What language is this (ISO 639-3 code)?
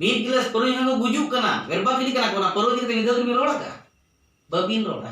sat